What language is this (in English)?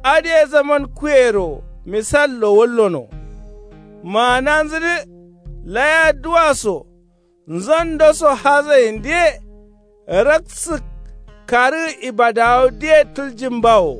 Kanuri